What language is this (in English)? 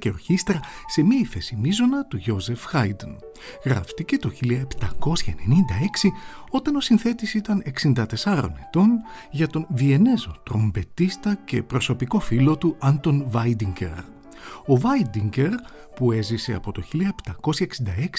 Greek